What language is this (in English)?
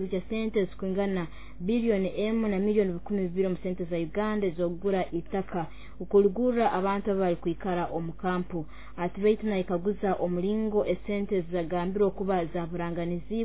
Nyoro